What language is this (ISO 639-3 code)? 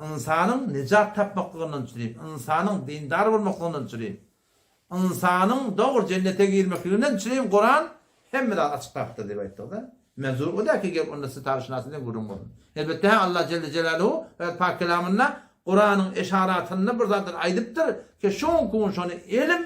tuk